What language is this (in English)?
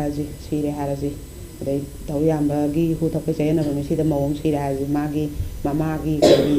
Manipuri